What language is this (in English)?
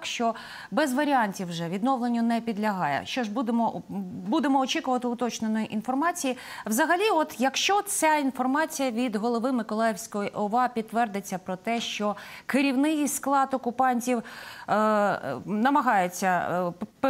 Ukrainian